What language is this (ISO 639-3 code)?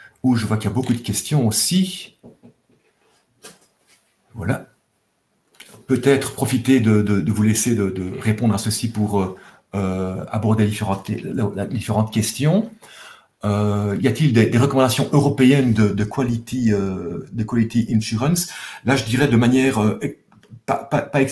fra